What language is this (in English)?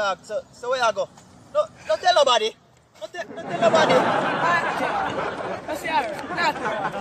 Jamaican Creole English